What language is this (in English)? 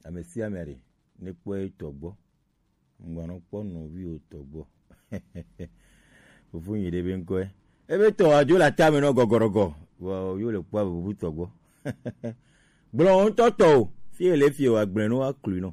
Gen